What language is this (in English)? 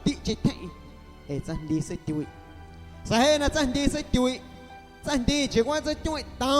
Guerrero Amuzgo